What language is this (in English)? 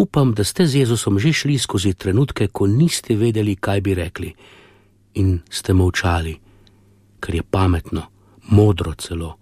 Slovenian